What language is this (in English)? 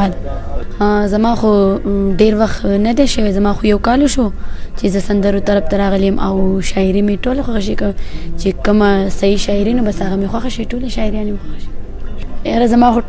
Pashto